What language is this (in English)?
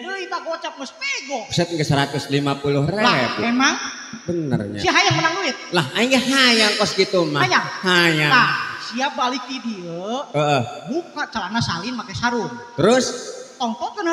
Sundanese